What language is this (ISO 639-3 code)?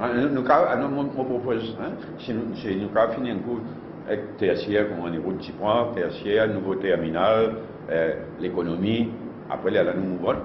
mfe